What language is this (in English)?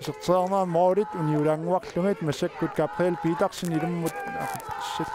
Kalaallisut